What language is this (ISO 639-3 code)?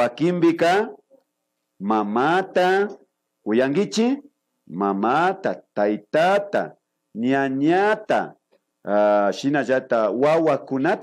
qvi